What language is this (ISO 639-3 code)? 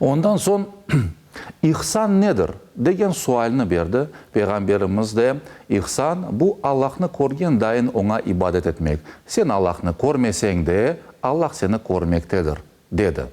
crh